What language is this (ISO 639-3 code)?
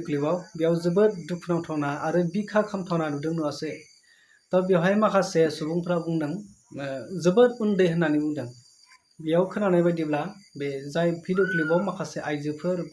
brx